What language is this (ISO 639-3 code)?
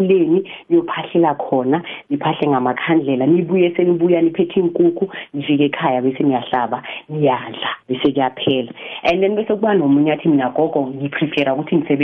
nbl